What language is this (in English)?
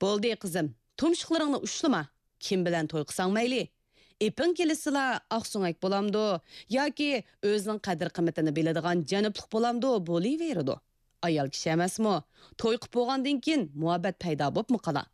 Uyghur